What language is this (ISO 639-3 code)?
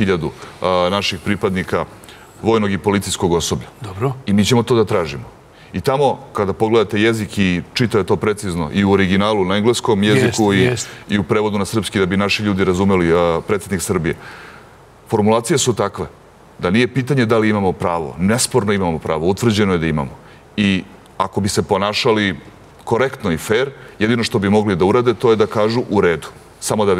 srp